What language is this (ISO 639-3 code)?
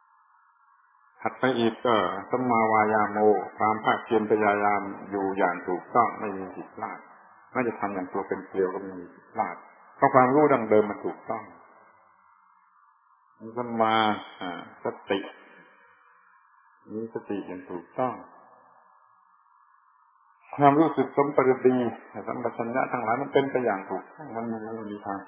tha